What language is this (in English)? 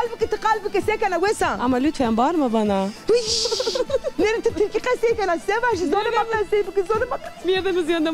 Zaza